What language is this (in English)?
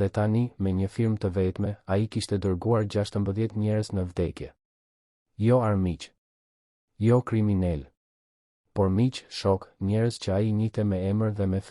Albanian